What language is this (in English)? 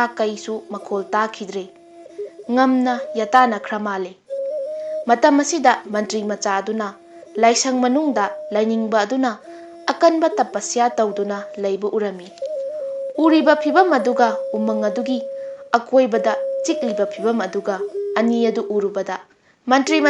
Manipuri